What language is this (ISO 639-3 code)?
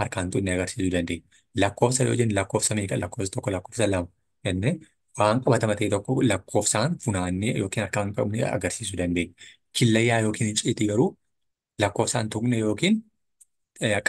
orm